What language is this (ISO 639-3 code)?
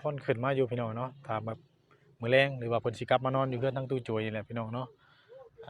tts